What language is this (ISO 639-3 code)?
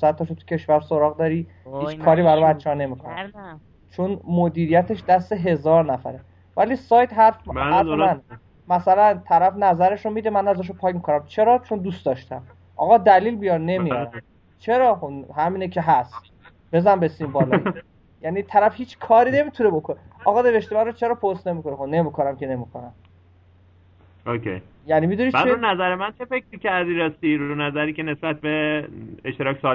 fas